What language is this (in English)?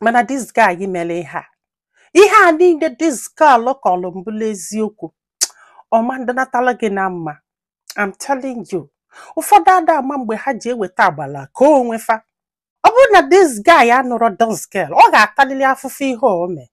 Igbo